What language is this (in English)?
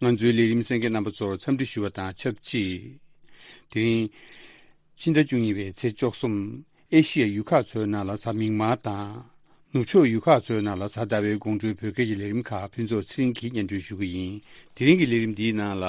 Tibetan